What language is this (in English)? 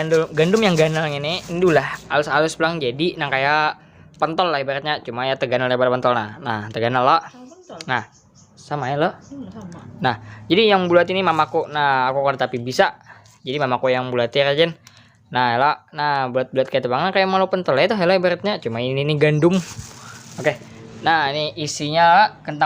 Banjar